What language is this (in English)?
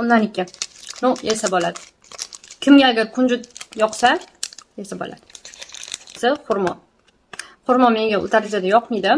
Uzbek